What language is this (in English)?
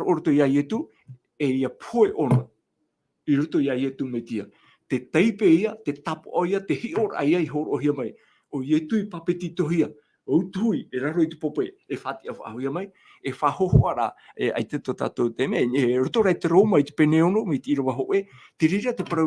Tahitian